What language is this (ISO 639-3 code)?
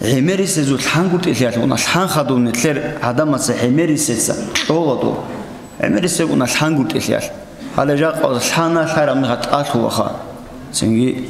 ava